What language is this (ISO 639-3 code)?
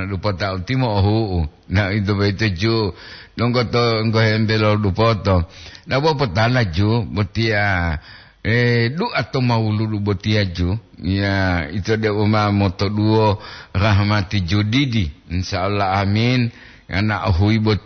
gor